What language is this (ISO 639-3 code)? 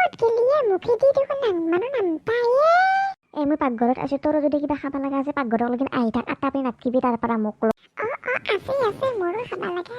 asm